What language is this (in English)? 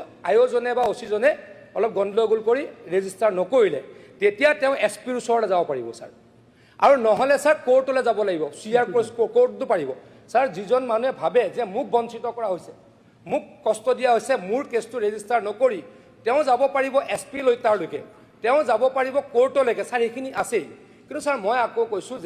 Assamese